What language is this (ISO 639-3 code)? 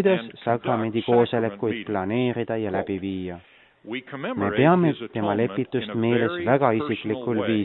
est